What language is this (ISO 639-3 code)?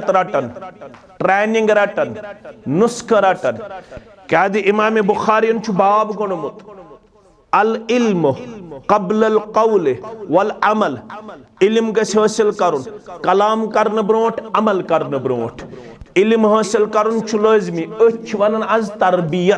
kas